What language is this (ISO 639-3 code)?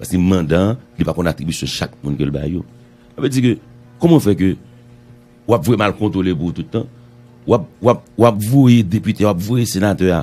hat